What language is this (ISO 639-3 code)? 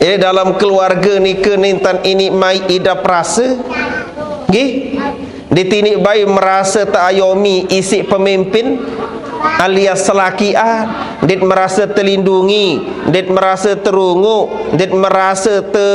sas